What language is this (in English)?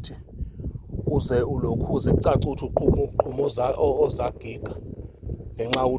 Zulu